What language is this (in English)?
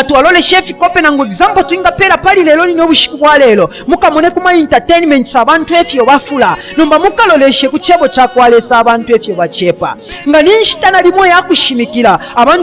Bemba